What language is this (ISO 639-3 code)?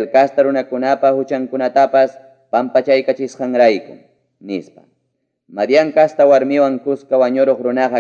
quy